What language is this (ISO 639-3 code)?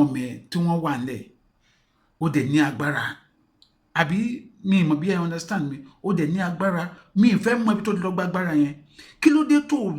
yor